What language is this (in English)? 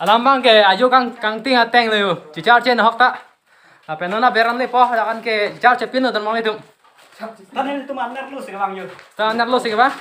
Karbi